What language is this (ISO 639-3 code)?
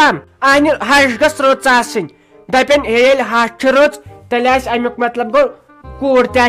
kas